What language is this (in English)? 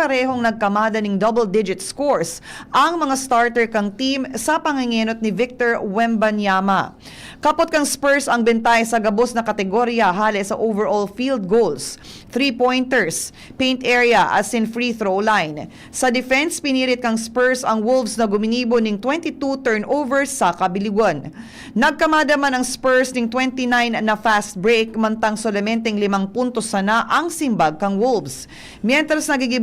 Bikol